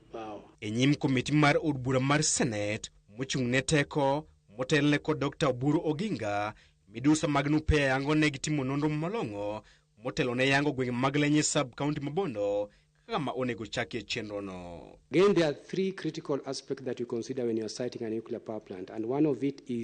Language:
Luo (Kenya and Tanzania)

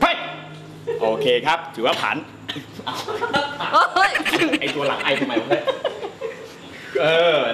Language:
Thai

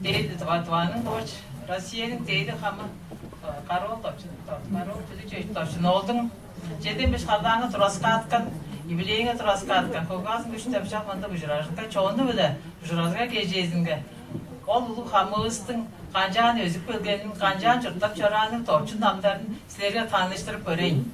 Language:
Tuvinian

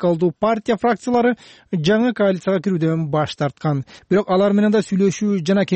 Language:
Kyrgyz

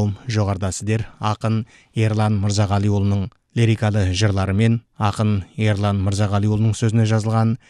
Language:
Kazakh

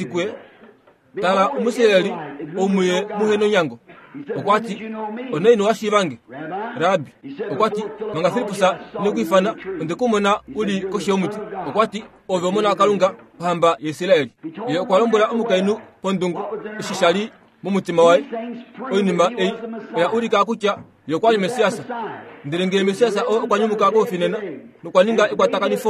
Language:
Kuanyama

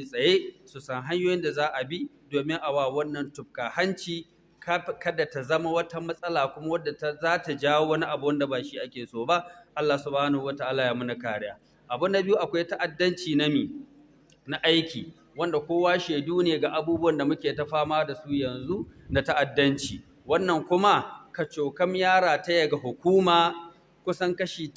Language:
Hausa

